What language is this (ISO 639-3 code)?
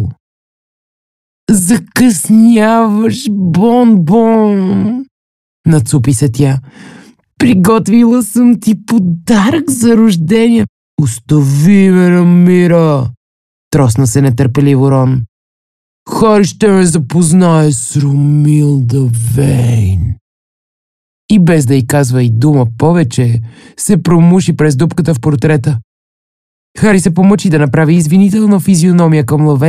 bul